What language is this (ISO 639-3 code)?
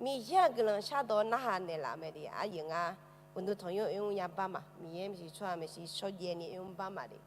ahk